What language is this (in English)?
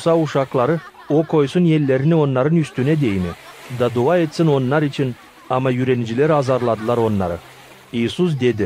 Gagauz